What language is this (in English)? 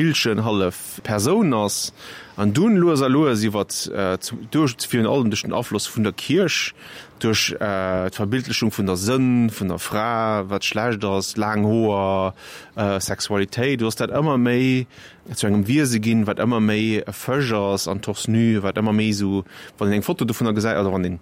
Luxembourgish